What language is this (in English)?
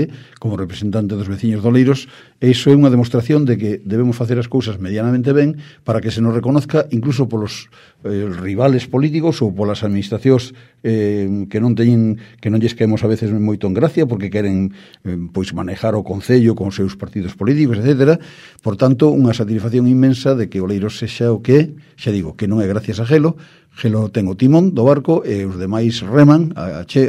Galician